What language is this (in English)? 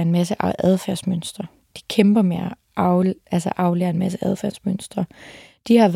Danish